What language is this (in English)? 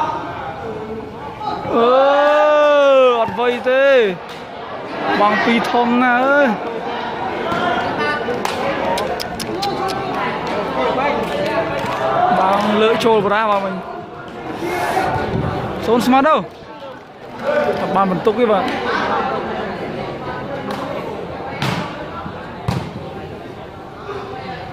Vietnamese